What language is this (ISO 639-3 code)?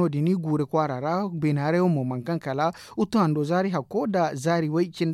dje